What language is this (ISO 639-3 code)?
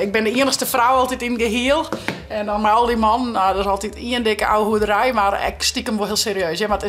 fry